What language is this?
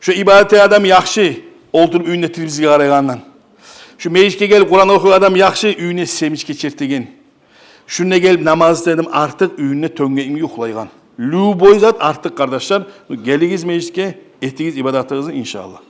Kumyk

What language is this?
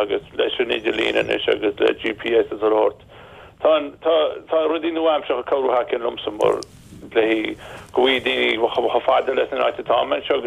Irish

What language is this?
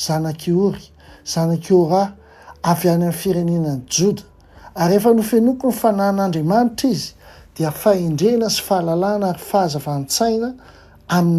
Malagasy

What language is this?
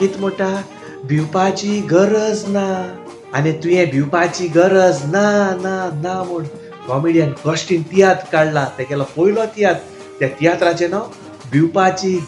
Konkani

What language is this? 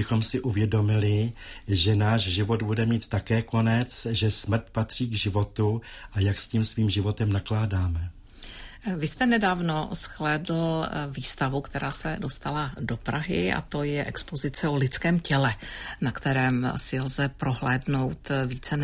Czech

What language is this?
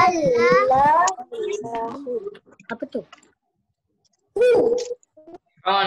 Malay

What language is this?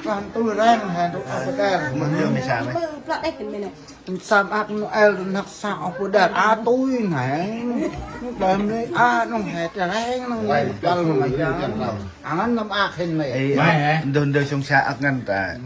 Central Mnong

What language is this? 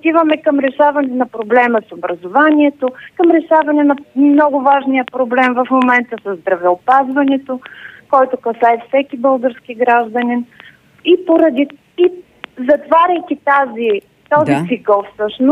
Bulgarian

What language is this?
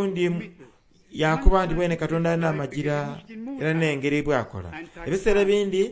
Soga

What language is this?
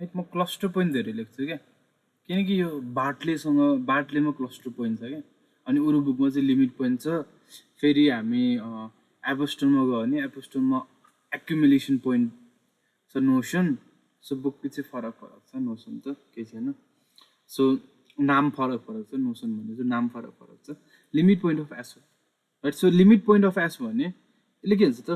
Nepali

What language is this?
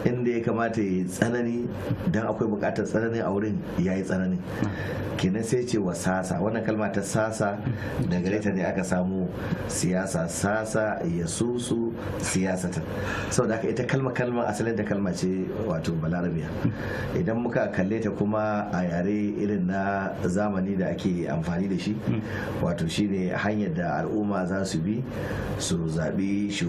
Hausa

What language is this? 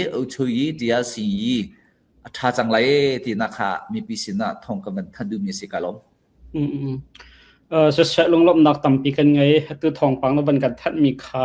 Falam Chin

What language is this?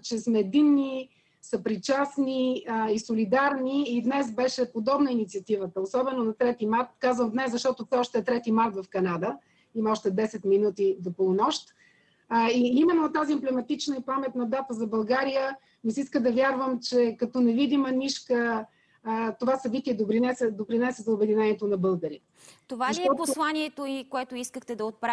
Bulgarian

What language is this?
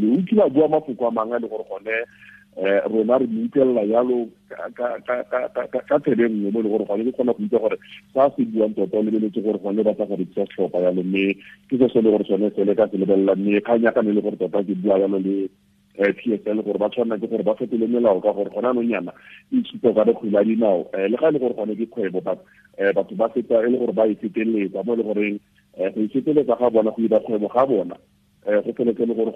Tswana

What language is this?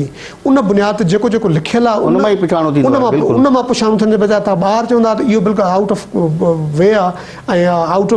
Sindhi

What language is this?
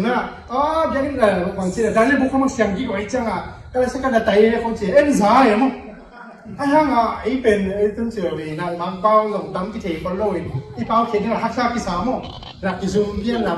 Tedim Chin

